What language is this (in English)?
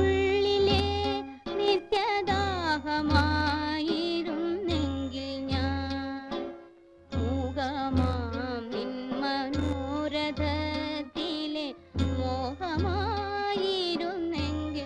Malayalam